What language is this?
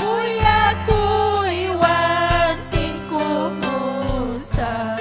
Ayacucho Quechua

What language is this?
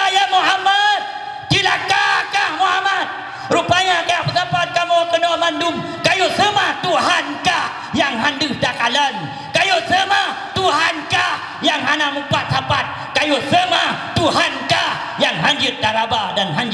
Achinese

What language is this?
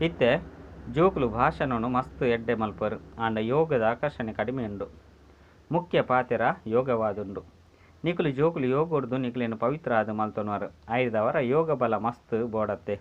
Tulu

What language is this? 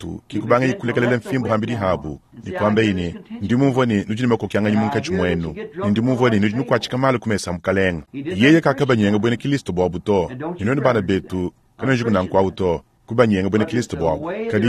Luba-Lulua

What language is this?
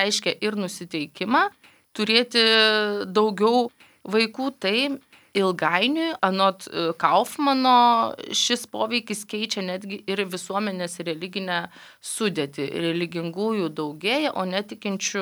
Lithuanian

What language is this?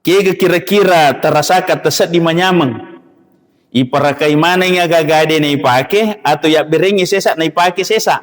Buginese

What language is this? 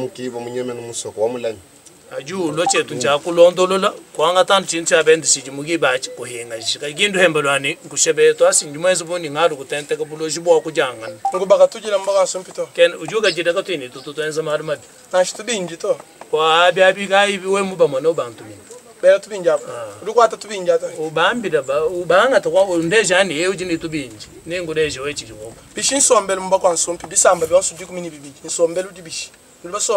Luba-Lulua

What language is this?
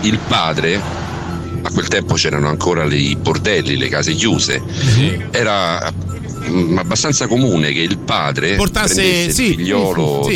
Italian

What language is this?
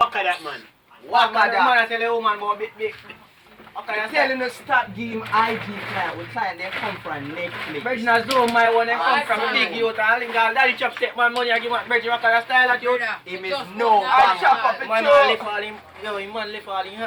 Jamaican Creole English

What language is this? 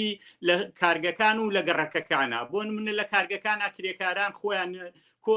Central Kurdish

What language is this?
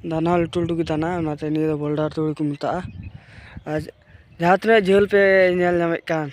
Santali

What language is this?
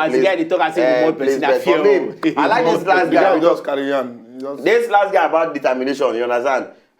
Nigerian Pidgin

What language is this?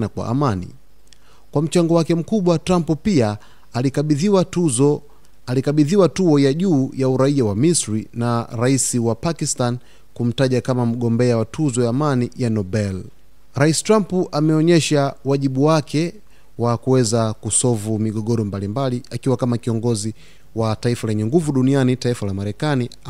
Swahili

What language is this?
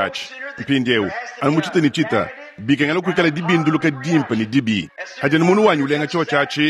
Luba-Lulua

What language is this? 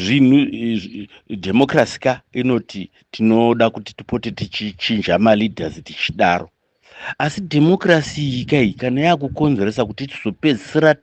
Shona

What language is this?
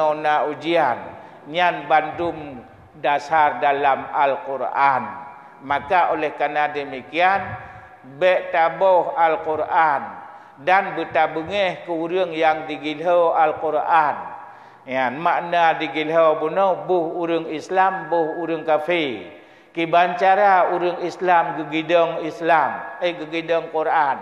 Achinese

